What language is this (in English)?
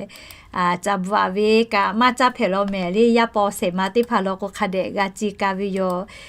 Lahu